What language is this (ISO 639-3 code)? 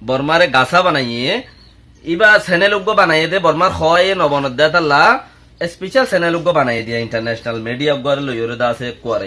rhg